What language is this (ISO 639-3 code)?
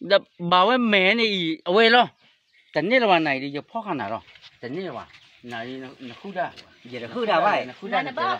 ksw